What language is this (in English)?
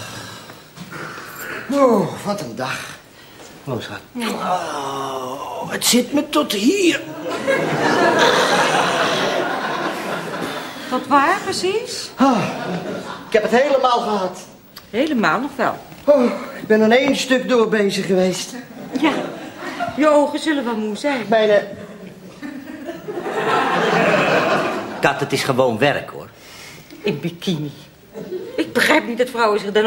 Dutch